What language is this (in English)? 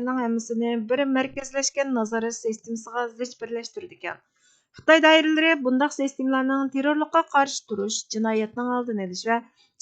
Uyghur